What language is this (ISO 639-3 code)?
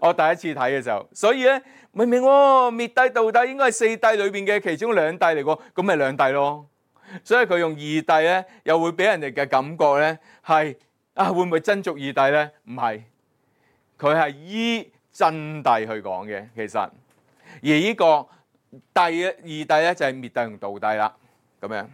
yue